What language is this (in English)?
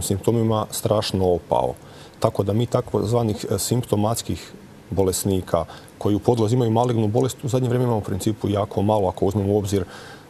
Croatian